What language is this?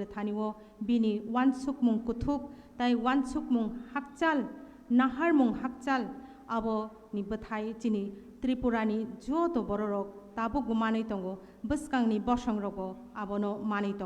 Kok Borok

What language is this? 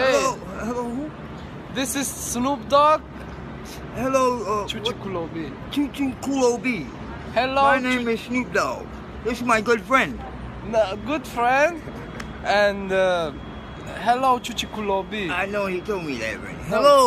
Tajik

